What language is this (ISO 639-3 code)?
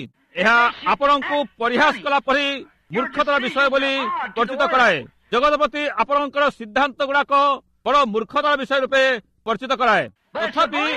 ori